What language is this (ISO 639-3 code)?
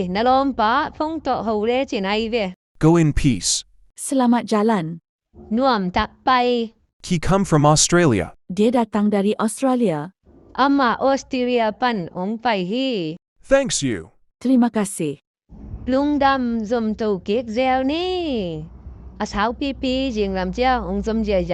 ctd